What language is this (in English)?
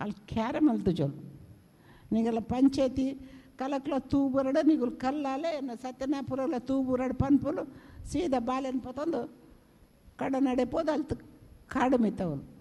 Tulu